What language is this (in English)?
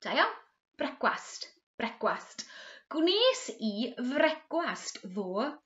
Welsh